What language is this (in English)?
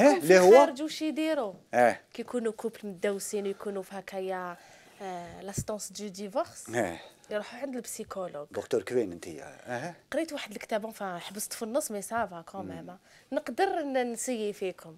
Algerian Arabic